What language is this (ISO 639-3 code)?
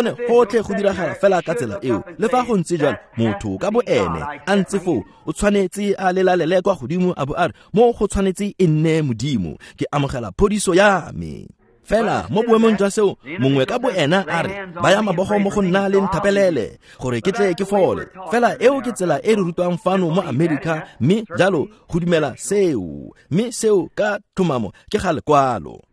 tsn